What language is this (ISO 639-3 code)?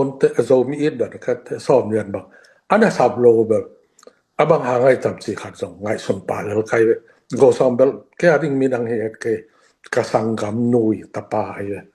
ctd